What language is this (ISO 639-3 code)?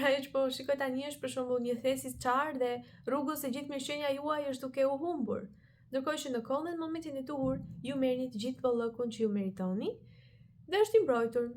sqi